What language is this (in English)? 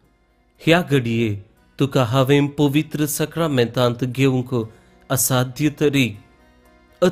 Konkani